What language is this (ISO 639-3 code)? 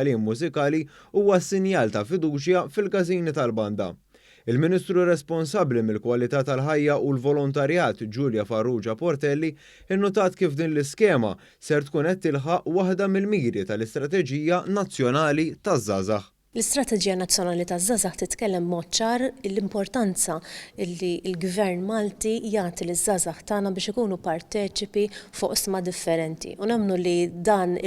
mlt